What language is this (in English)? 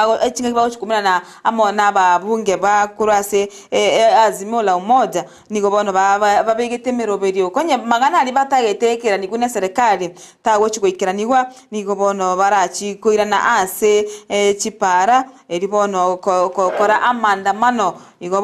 Gusii